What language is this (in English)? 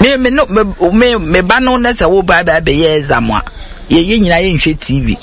Akan